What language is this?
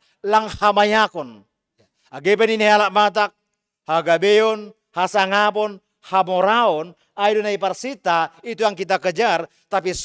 Batak Simalungun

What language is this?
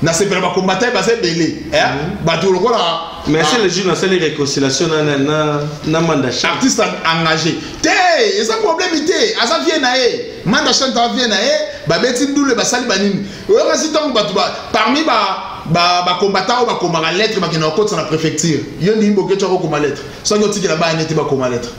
Lingala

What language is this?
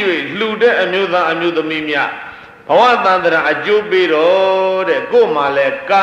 Burmese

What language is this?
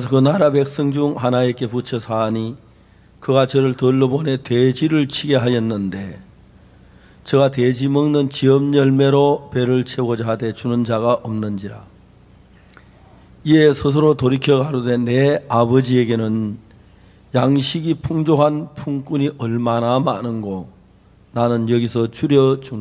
Korean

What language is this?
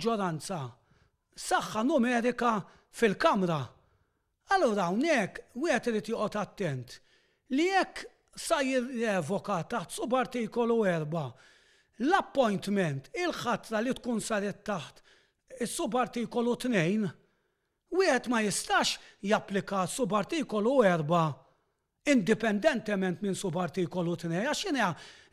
Maltese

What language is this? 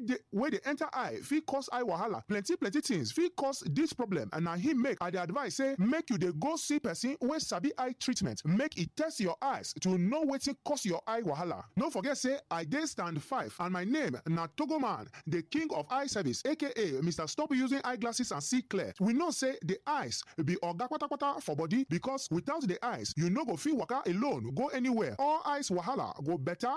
Nigerian Pidgin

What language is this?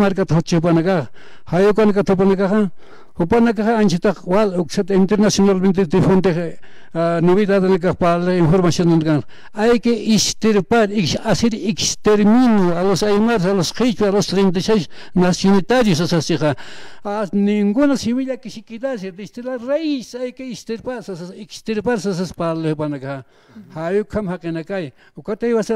Aymara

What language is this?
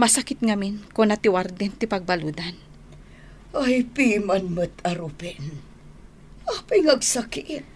Iloko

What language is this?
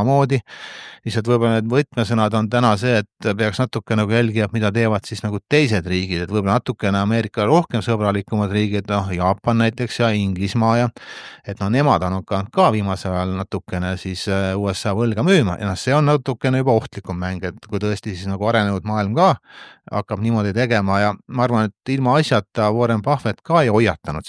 Estonian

